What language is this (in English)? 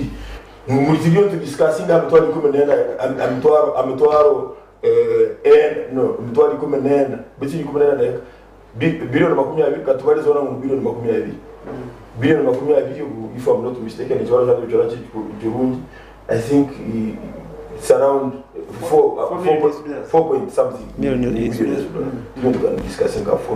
Nyankole